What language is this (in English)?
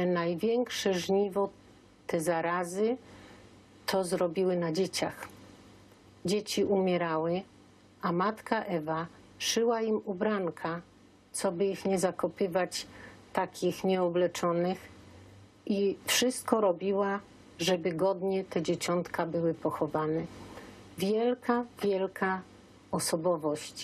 Silesian